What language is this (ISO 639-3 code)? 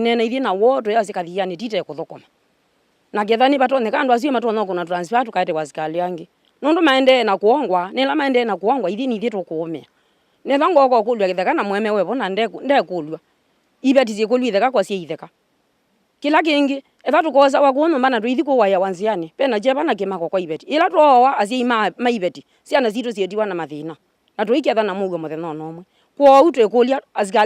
kam